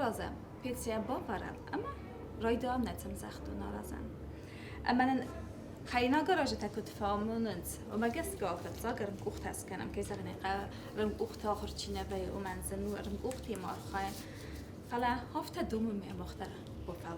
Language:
Ossetic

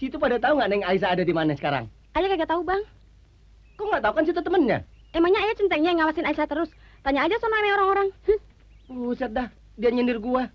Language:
Betawi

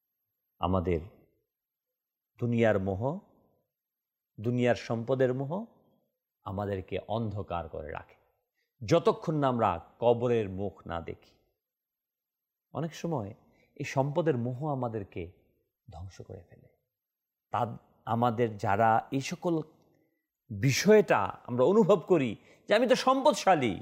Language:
Bangla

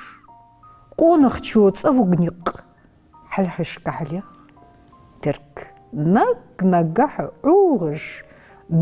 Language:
Ingush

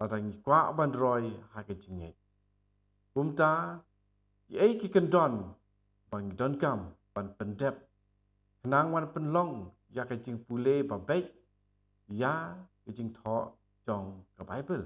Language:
Khasi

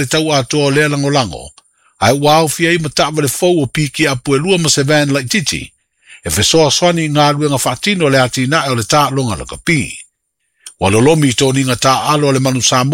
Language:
Samoan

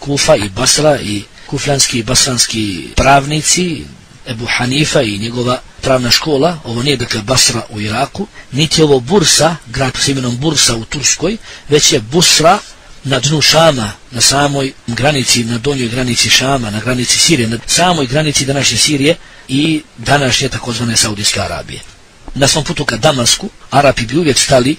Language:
Bosnian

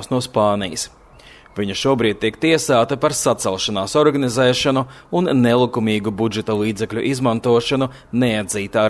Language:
Latvian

